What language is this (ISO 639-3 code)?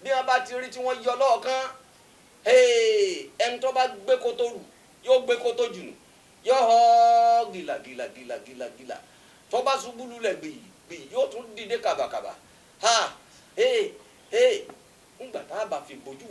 yor